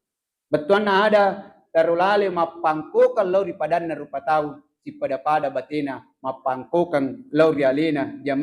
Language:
Buginese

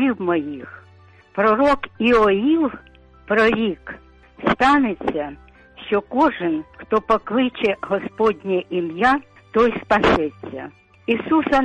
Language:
Ukrainian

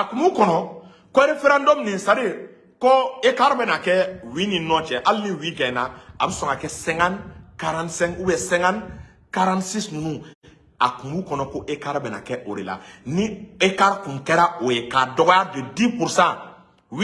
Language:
Bambara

